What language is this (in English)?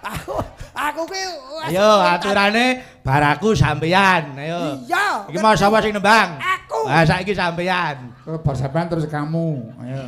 Javanese